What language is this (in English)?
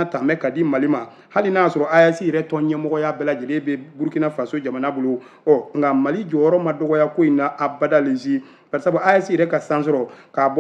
Bambara